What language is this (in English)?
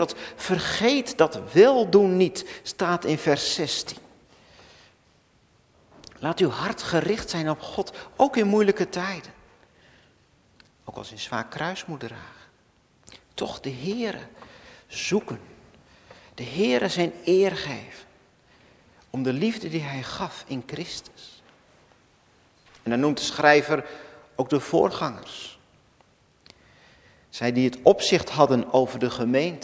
Dutch